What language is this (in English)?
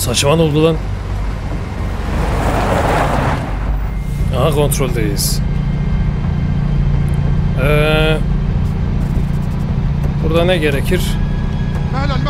Turkish